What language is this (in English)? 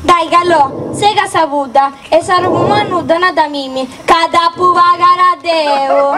Sardinian